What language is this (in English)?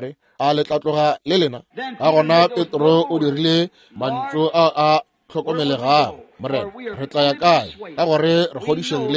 Northern Sotho